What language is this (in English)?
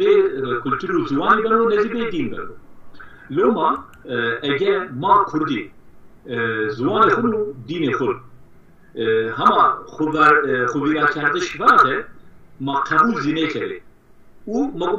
Zaza